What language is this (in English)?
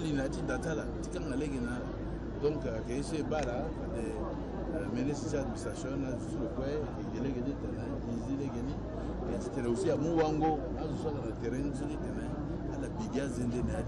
Sango